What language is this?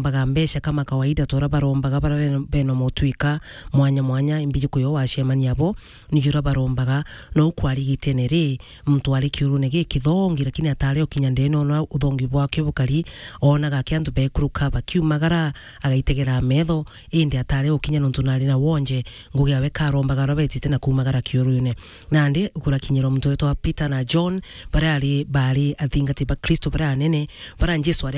Meru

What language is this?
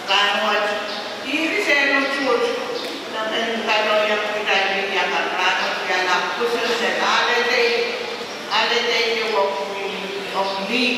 Pohnpeian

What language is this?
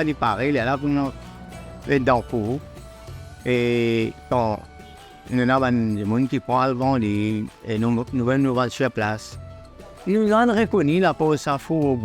Morisyen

